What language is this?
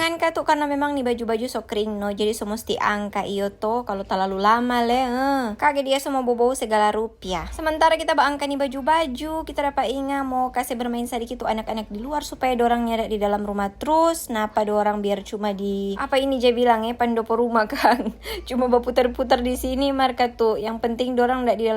Manado Malay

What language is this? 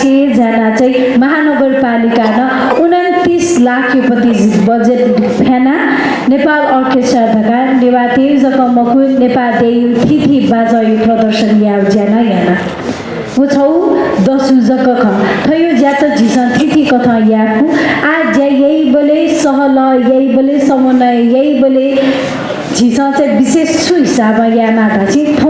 Newari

